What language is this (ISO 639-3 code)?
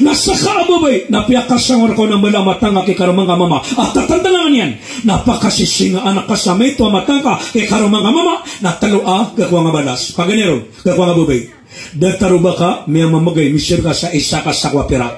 mrw